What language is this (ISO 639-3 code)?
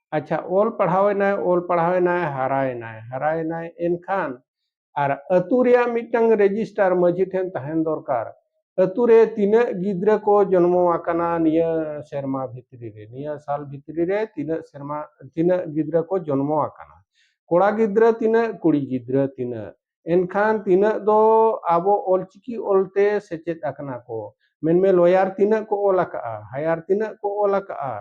sat